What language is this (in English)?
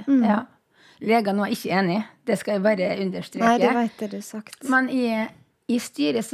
Norwegian